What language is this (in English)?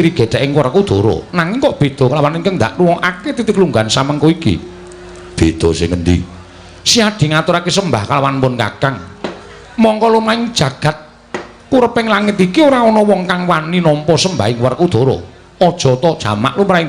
Javanese